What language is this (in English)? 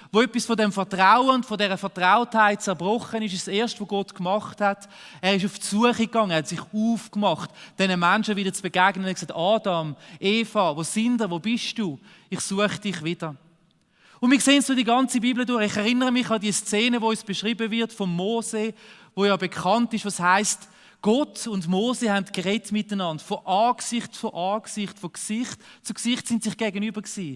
Swiss German